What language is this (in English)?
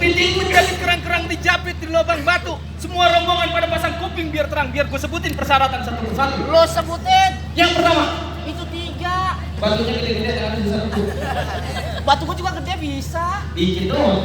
Betawi